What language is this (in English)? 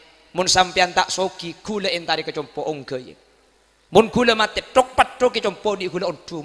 Madurese